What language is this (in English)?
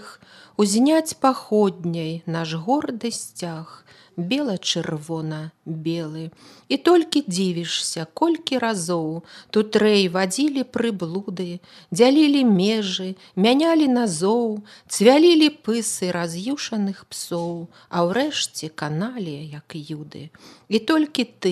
Belarusian